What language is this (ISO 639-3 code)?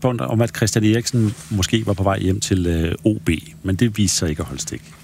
dan